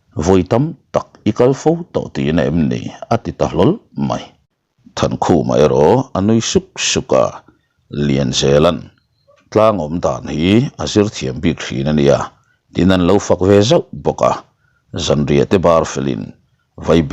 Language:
Mizo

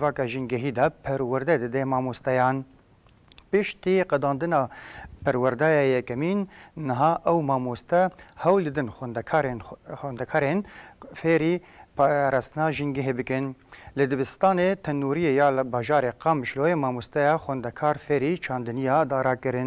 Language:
Kurdish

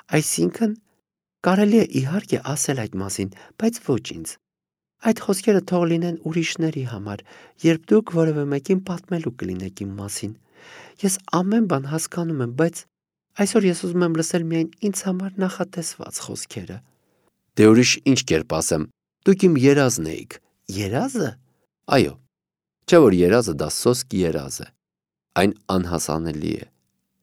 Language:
Armenian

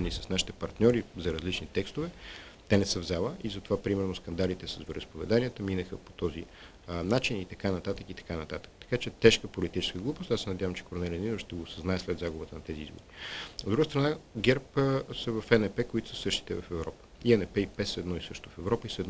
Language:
Bulgarian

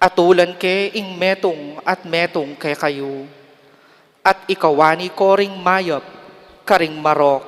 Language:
Pampanga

